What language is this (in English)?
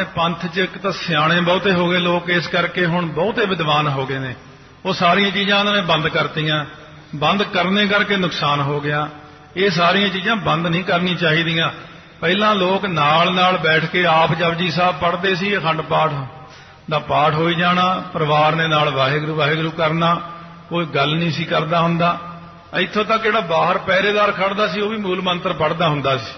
Punjabi